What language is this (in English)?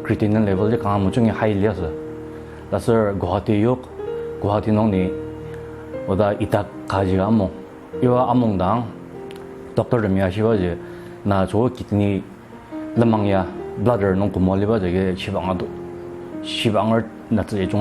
Ao Naga